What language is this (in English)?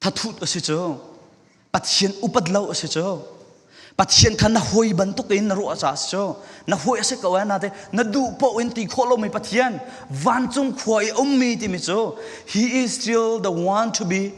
Falam Chin